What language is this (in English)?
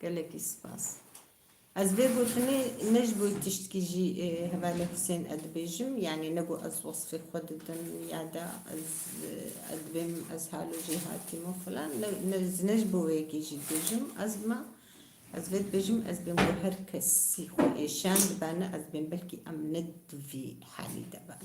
Kurdish